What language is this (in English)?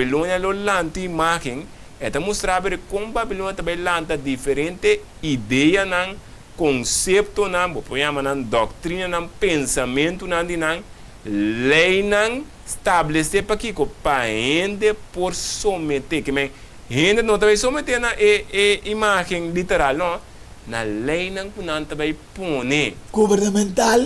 Papiamento